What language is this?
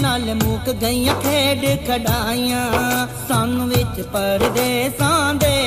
Pahari-Potwari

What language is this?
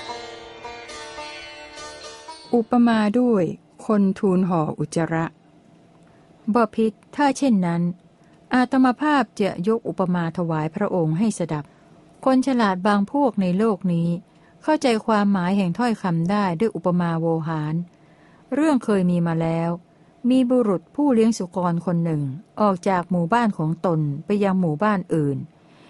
Thai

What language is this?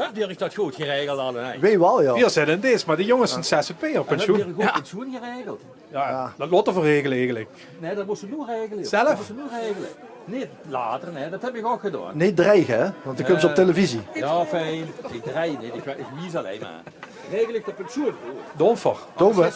Limburgish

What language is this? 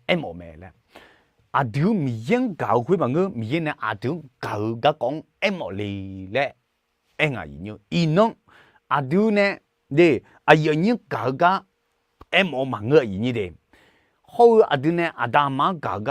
Akha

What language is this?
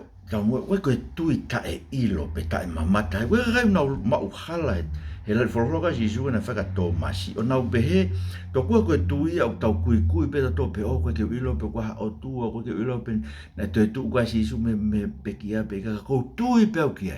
Tongan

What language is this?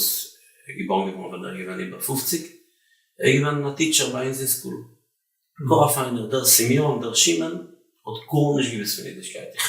Yiddish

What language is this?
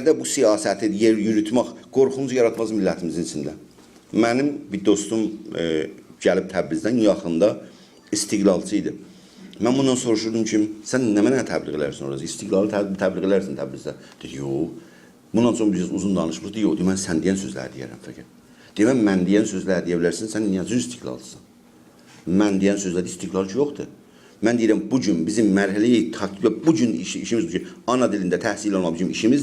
South Azerbaijani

